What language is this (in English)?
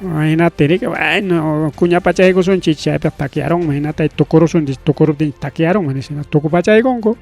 Ayacucho Quechua